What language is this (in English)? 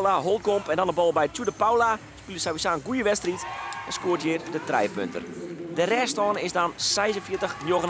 Western Frisian